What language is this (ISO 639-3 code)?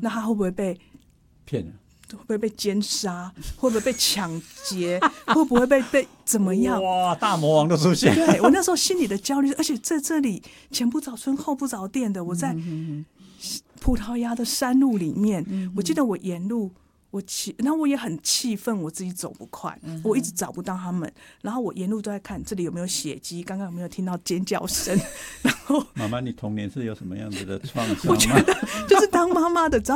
zho